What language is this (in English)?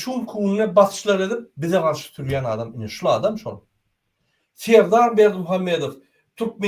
Turkmen